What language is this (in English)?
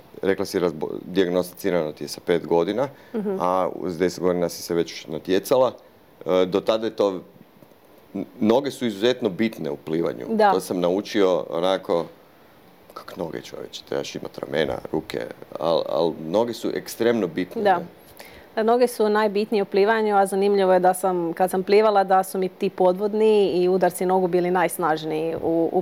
Croatian